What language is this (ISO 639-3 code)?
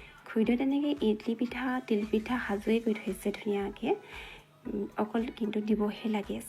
asm